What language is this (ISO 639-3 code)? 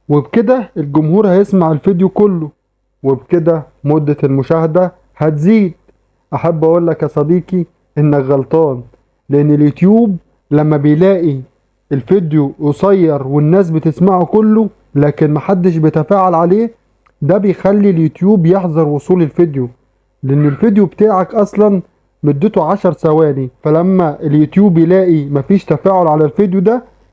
arz